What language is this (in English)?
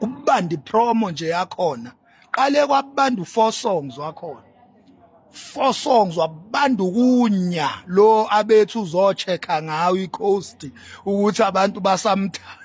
Zulu